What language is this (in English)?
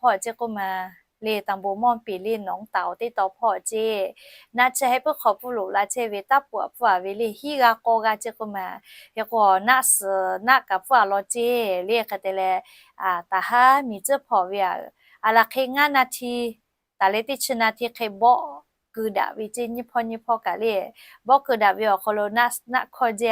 Lahu